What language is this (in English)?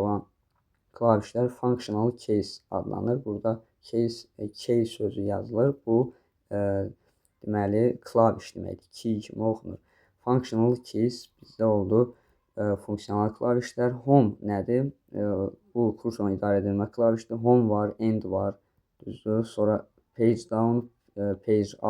Azerbaijani